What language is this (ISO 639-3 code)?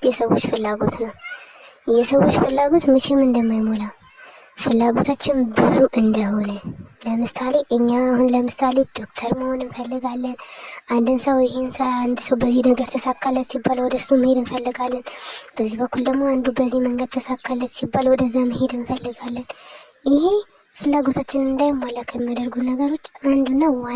amh